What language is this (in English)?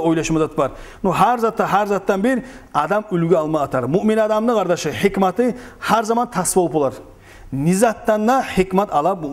Kumyk